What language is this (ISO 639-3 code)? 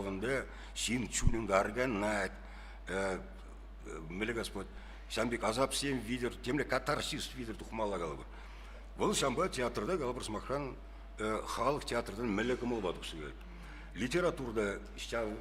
chv